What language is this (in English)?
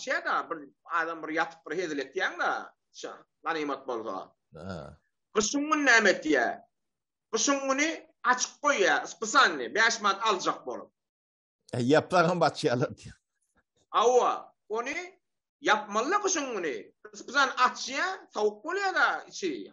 Turkmen